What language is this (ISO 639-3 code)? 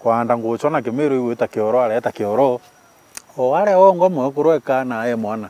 mer